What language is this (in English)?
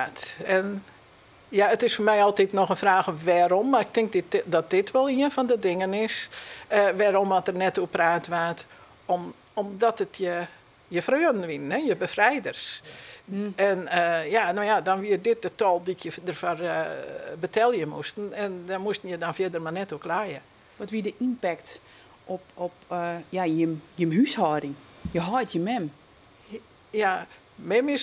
Western Frisian